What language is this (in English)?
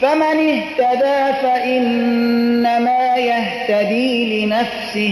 Persian